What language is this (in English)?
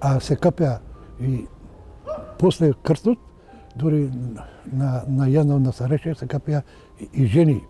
Macedonian